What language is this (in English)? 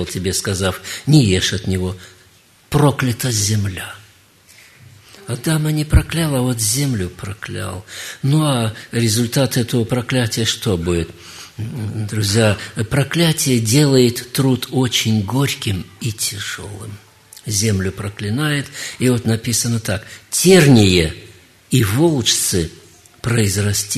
Russian